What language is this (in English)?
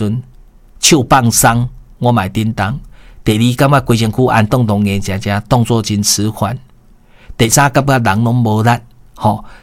Min Nan Chinese